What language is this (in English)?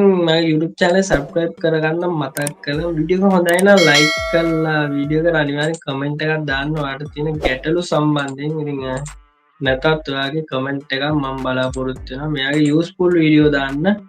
Sinhala